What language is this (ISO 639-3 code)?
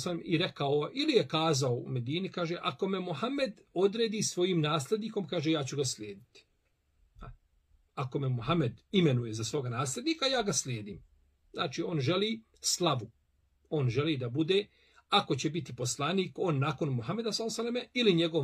bos